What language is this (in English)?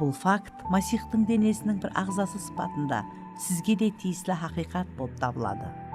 Kara-Kalpak